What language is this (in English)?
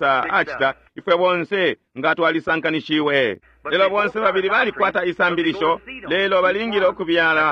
Bemba